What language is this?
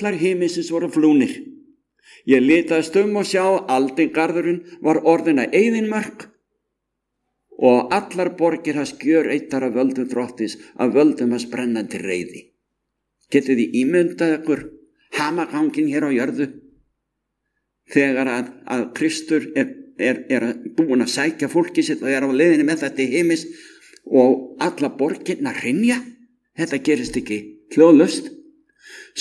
Icelandic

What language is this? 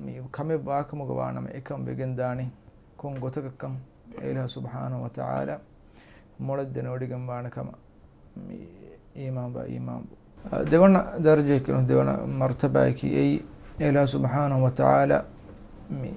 Divehi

